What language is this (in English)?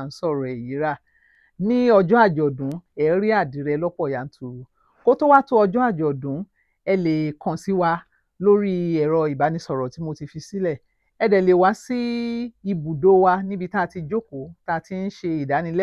Yoruba